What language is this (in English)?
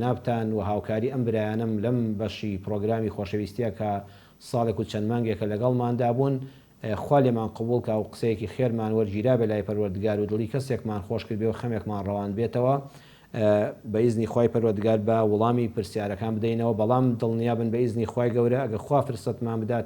Central Kurdish